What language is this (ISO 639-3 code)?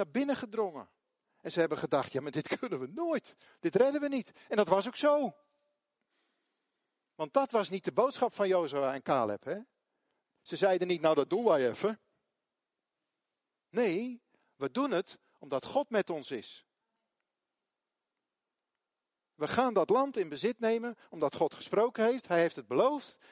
nld